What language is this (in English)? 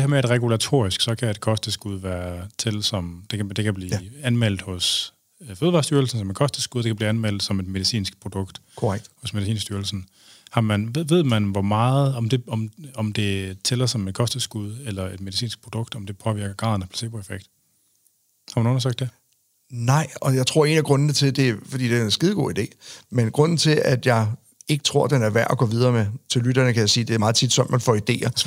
Danish